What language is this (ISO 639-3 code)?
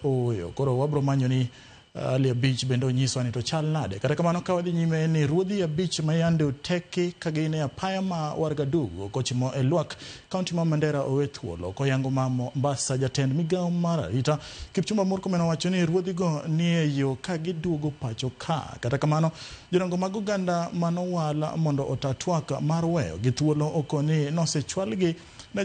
luo